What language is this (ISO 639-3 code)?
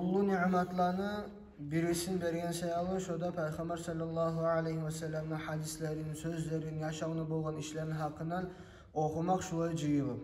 kum